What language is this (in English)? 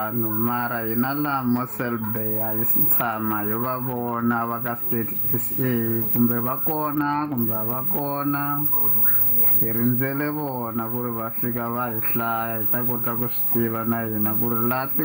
Tsonga